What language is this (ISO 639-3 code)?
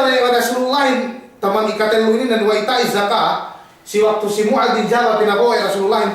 yka